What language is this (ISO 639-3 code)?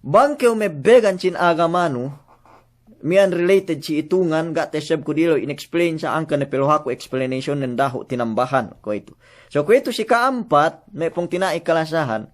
yka